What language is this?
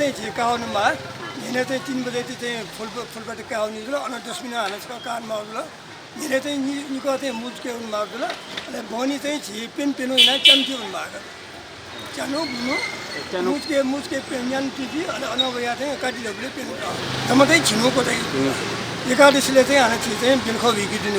Newari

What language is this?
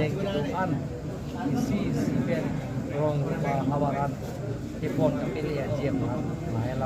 Karbi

